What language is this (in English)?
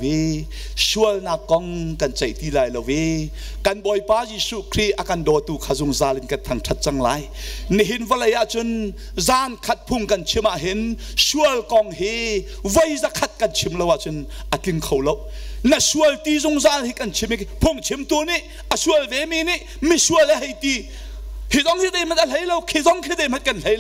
Hakha Chin